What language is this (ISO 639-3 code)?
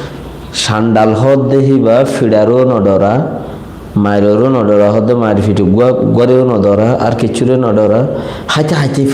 rhg